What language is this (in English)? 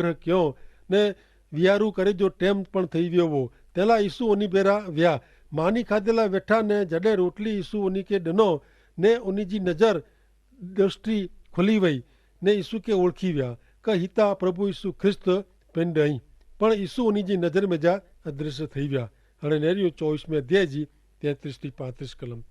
Kachhi